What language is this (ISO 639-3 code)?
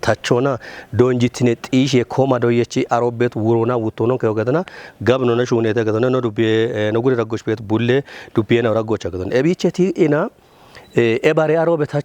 kbr